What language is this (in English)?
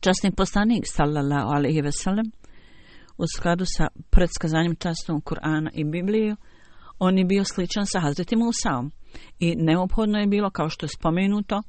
Bosnian